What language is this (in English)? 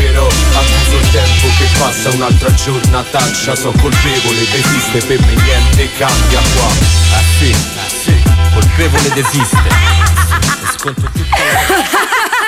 Italian